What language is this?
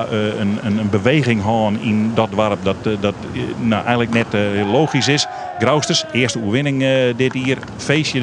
Western Frisian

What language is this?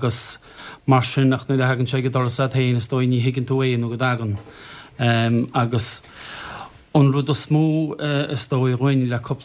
Irish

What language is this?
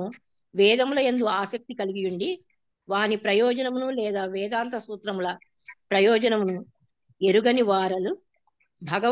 Telugu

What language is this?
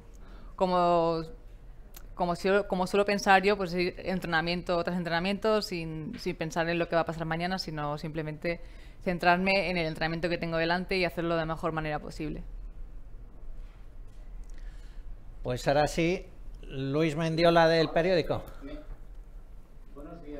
Spanish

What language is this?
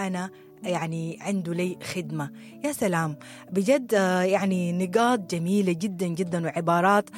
Sudanese Arabic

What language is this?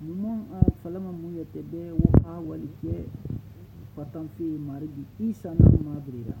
Susu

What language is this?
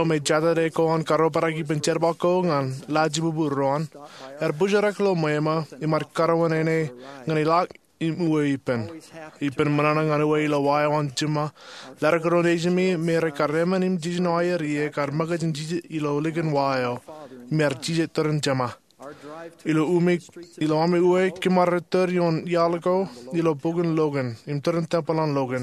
Marshallese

